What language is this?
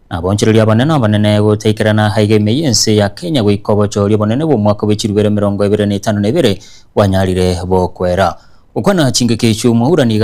Gusii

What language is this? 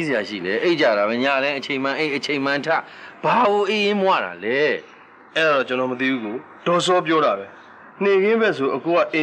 Burmese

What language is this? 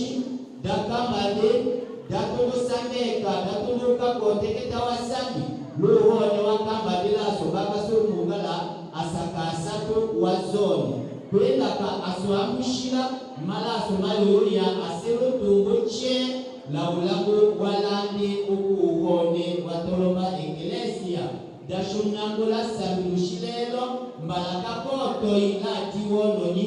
Tetela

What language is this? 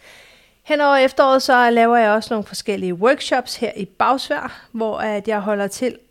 Danish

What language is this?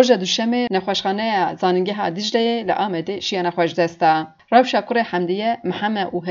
Kurdish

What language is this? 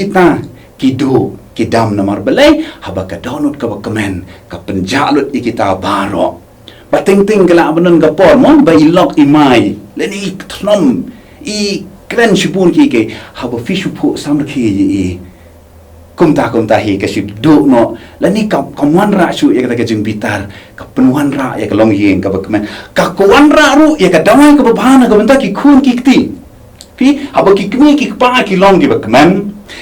Khasi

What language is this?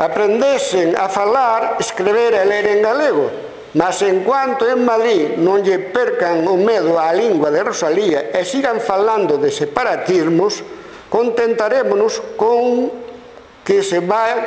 Galician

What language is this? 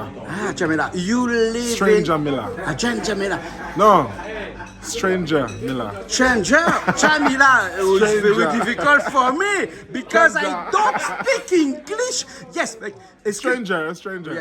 Réunion Creole French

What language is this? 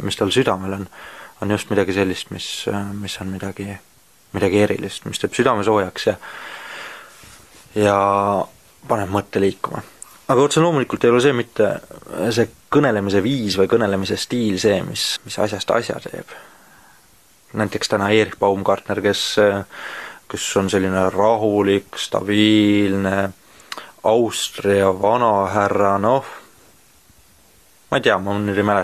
Estonian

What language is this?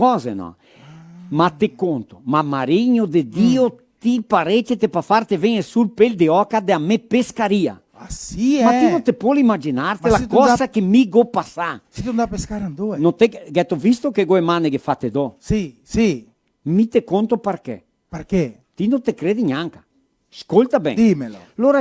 Venetian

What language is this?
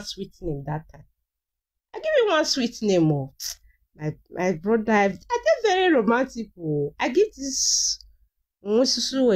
Nigerian Pidgin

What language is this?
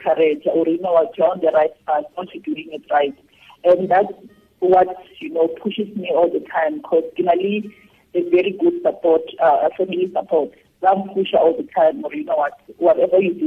Tswana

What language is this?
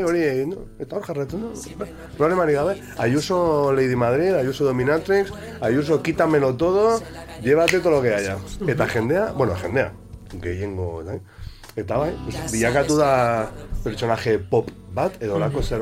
Basque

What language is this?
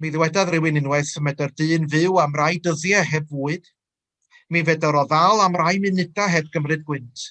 Welsh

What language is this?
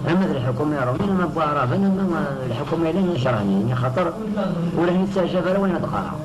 Kabyle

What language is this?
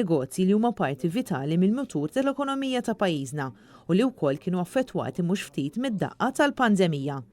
Maltese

